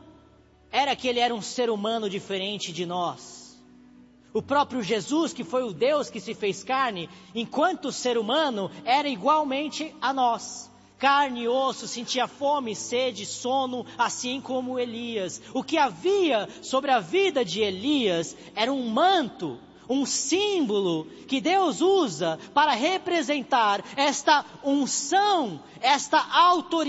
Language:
Portuguese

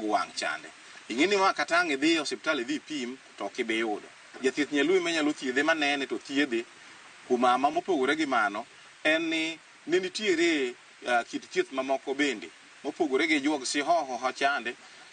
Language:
Luo (Kenya and Tanzania)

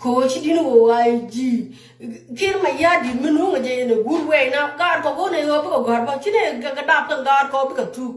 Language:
Nuer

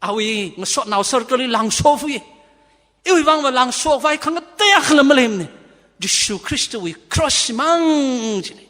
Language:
Tangkhul Naga (India)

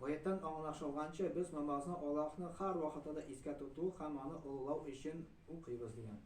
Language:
Tatar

